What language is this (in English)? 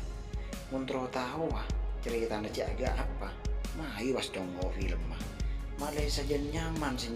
Madurese